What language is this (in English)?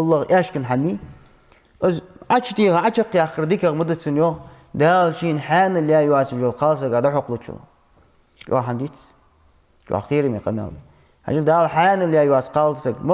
Ingush